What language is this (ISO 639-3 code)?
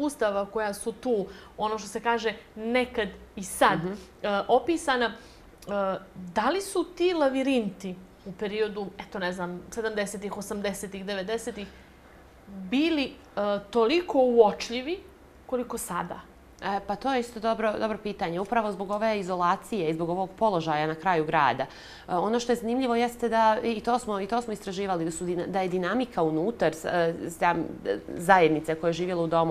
bos